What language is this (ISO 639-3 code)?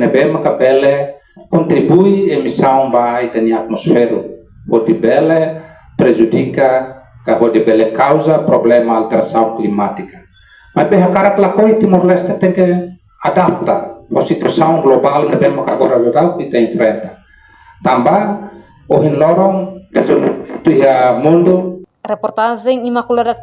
tet